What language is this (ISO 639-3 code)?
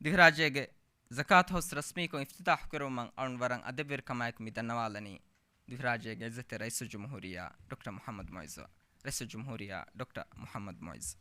div